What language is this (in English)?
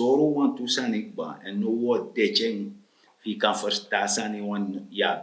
Sranan Tongo